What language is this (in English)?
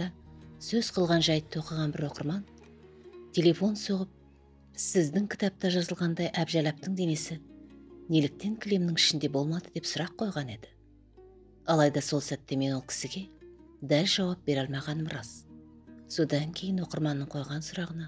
Kazakh